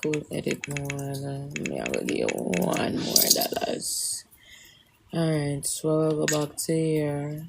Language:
Jamaican Creole English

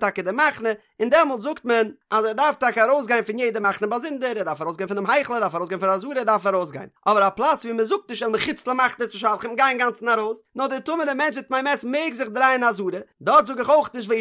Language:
Yiddish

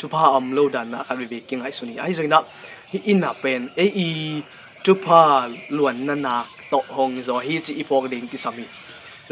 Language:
Tedim Chin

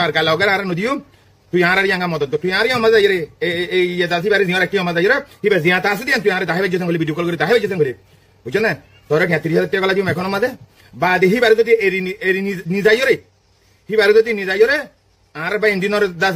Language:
Rohingya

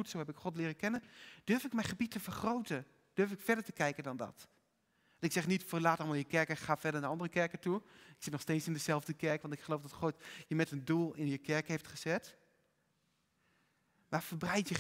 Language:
Dutch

